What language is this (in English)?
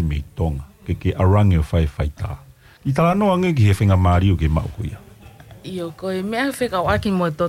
Tongan